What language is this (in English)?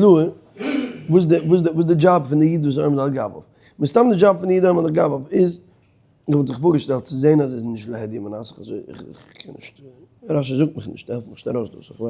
Yiddish